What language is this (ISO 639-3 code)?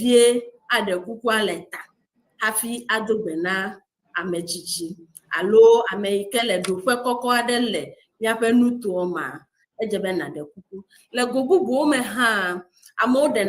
ewe